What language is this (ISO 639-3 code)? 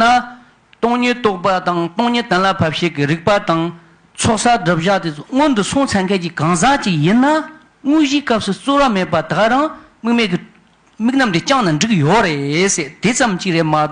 bod